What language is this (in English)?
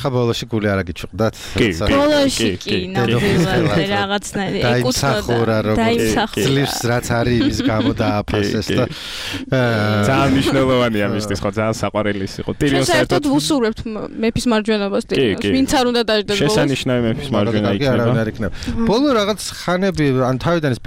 Georgian